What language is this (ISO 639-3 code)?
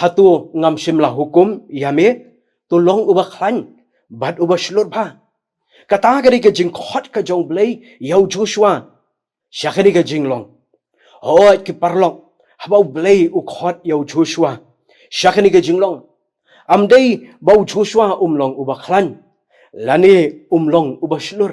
kha